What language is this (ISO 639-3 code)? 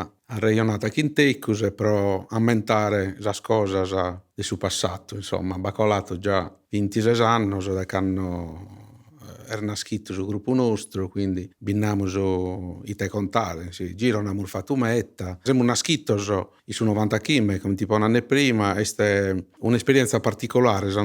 srd